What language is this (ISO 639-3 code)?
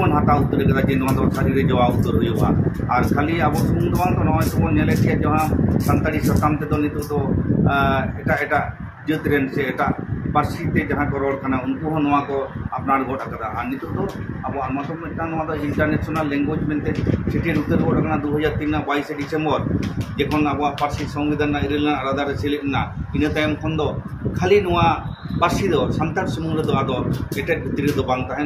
sat